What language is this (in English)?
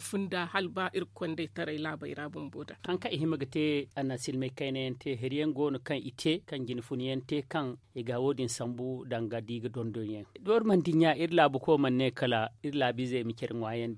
Zarma